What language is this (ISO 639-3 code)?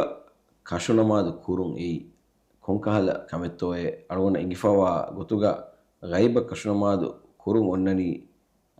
div